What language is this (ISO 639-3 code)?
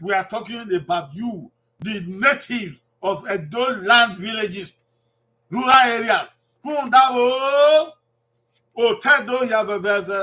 bin